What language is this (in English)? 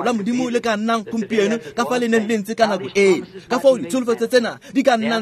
Tswana